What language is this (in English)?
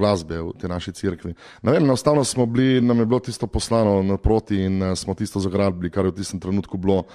Slovenian